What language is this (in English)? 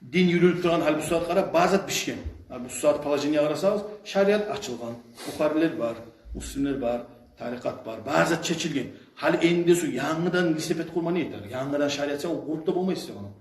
Kumyk